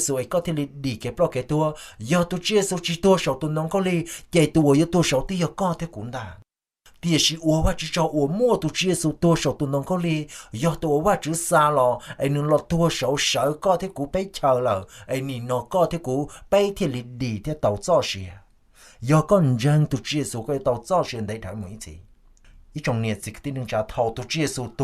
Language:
Hmong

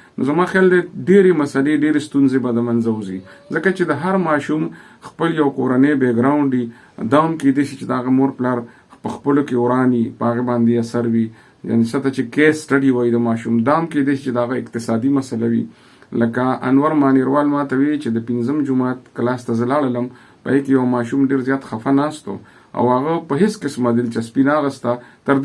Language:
Pashto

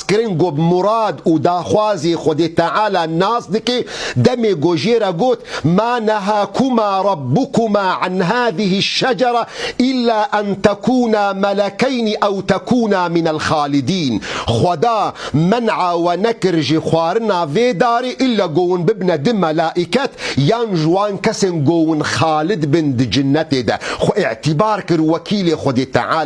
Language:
Kurdish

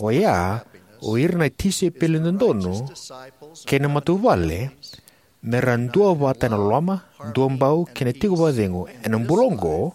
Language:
Fijian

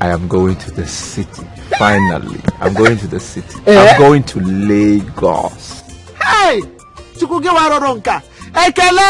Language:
Nigerian Pidgin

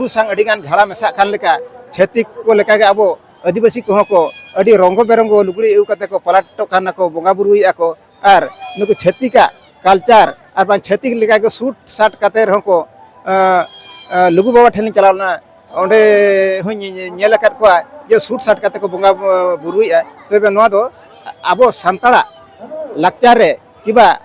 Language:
Santali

